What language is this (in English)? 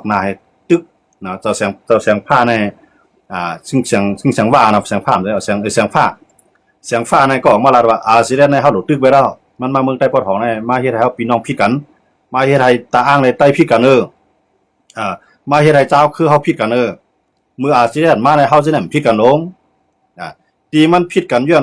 Shan